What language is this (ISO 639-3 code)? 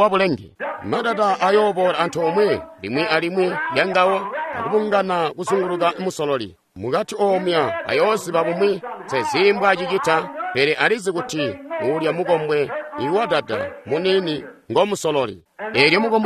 toi